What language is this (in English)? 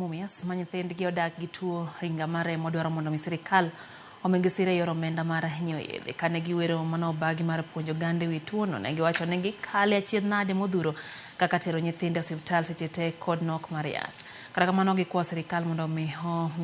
Luo (Kenya and Tanzania)